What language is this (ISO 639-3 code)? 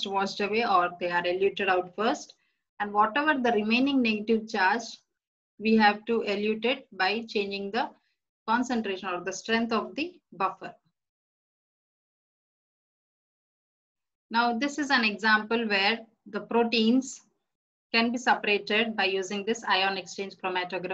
eng